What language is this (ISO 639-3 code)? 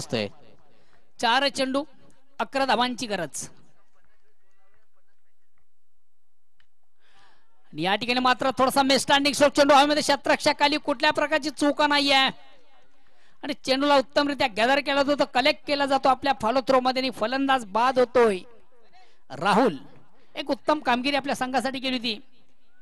mar